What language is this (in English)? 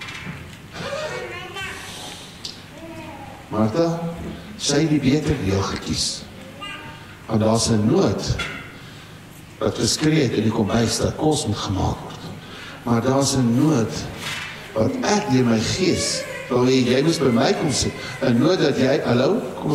Afrikaans